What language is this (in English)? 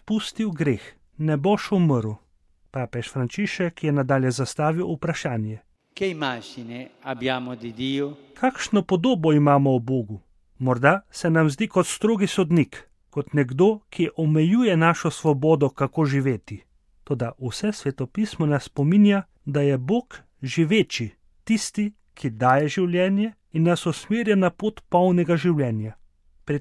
Slovenian